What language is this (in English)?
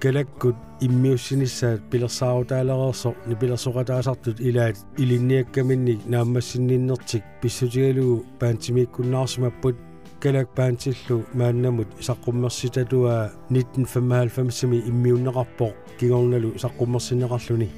Kalaallisut